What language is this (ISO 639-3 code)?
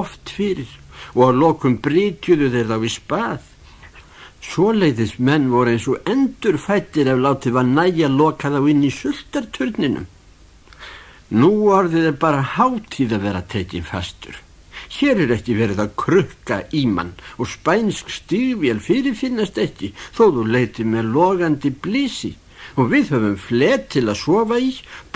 isl